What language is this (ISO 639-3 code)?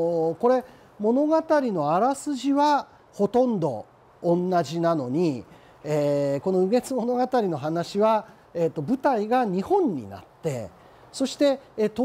jpn